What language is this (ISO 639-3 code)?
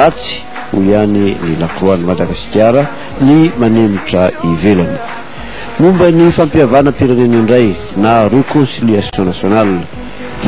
mlg